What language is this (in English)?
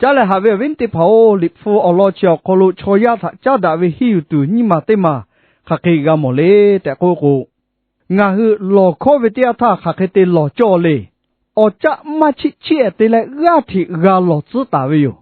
Lahu